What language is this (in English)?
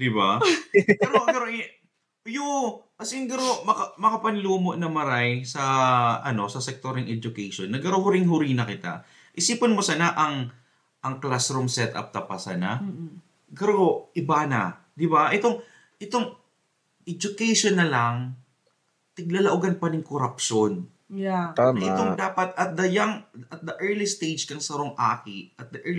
Bikol